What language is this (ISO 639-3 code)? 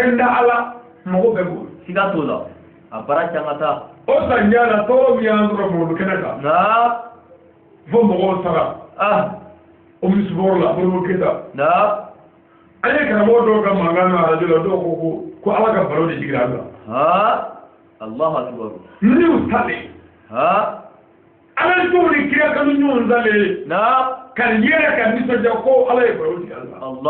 bam